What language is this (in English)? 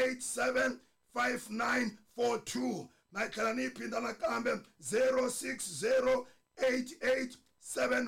Tsonga